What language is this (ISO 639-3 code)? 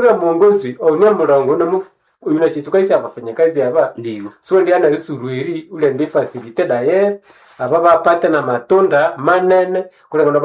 swa